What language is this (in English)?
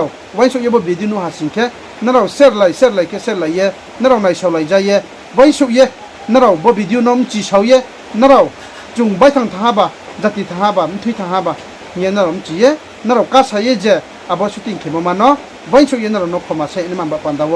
Riang (India)